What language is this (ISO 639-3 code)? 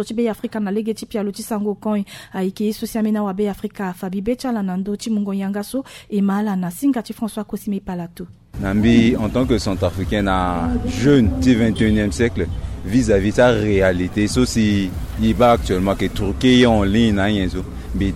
sag